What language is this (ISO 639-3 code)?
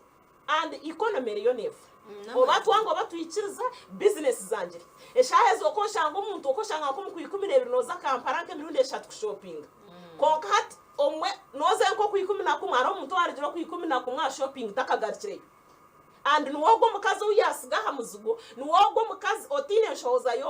nyn